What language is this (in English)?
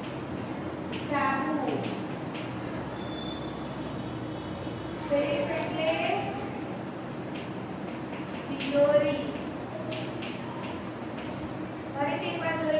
Gujarati